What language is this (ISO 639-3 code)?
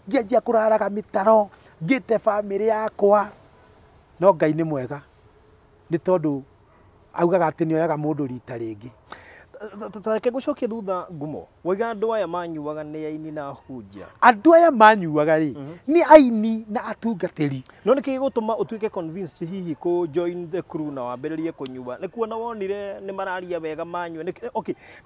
kik